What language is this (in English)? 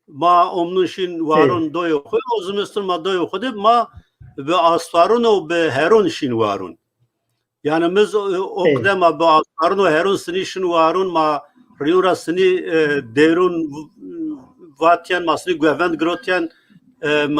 Zaza